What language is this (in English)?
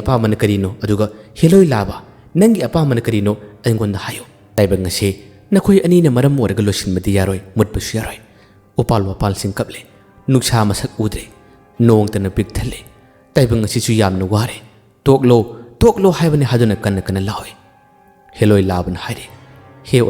Manipuri